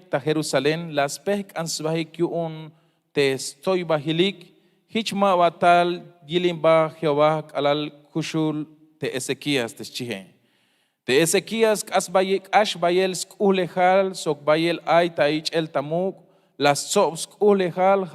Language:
Tzeltal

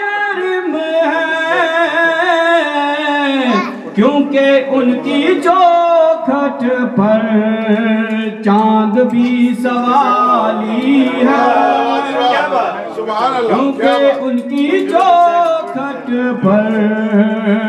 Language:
Urdu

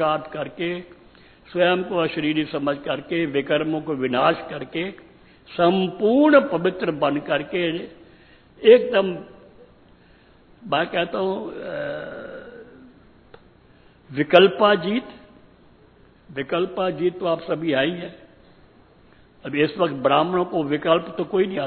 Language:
Hindi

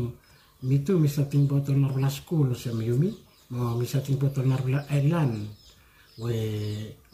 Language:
Bislama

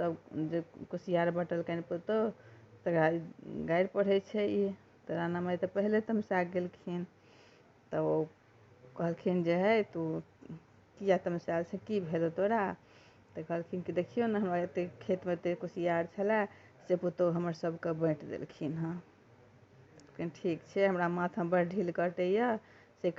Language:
Maithili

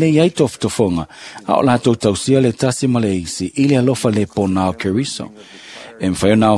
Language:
Samoan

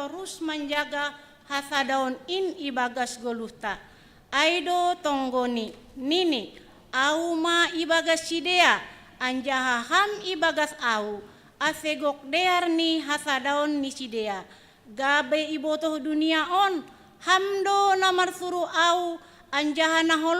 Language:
Batak Simalungun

